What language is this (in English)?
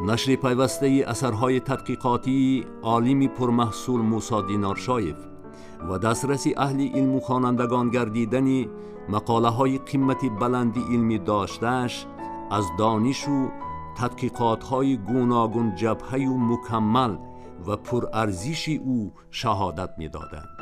Tajik